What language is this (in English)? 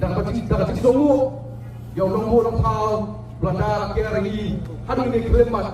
Khasi